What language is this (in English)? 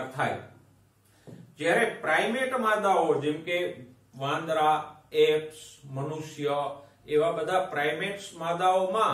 Gujarati